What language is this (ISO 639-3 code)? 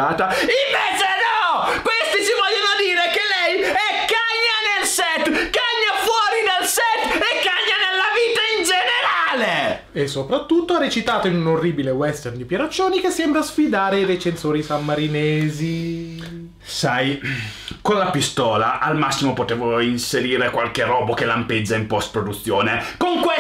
ita